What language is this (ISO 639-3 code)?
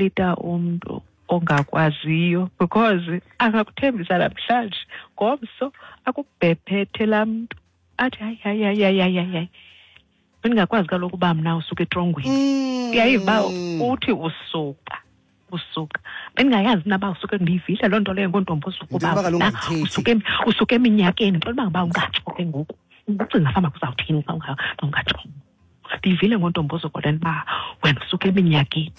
xho